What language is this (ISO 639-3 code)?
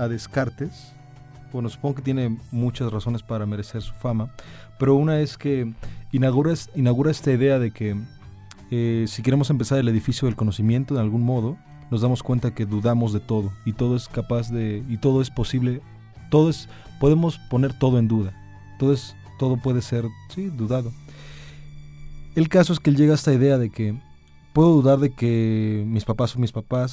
spa